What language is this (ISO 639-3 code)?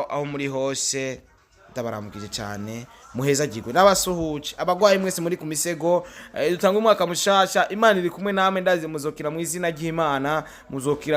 run